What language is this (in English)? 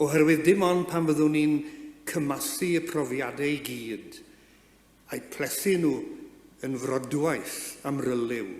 Welsh